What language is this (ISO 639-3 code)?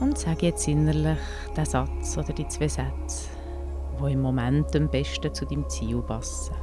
gsw